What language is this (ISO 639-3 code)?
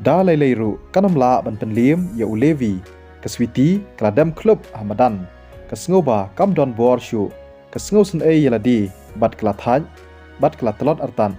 kha